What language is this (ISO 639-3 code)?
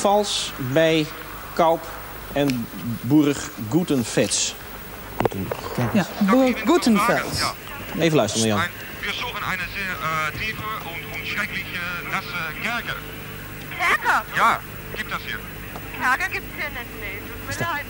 nld